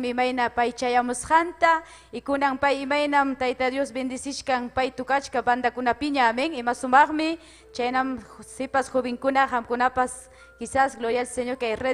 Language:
Ayacucho Quechua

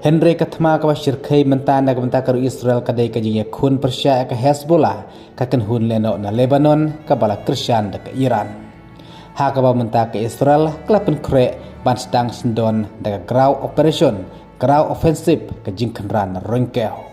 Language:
Khasi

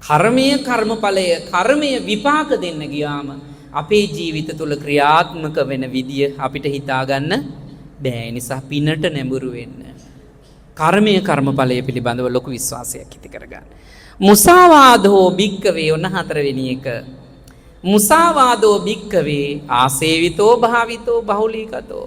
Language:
Sinhala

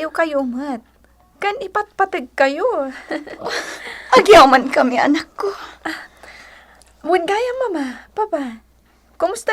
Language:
Iloko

